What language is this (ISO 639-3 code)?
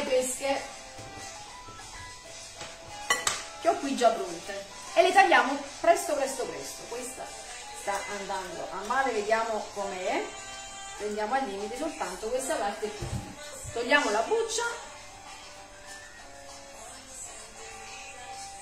ita